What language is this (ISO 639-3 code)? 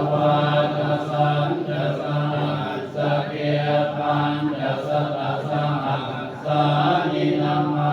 pli